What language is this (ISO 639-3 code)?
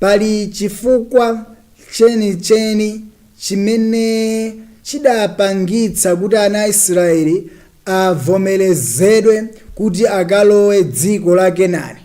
nya